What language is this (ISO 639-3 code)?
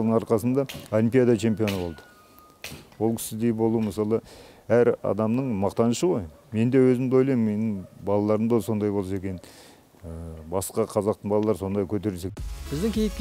kaz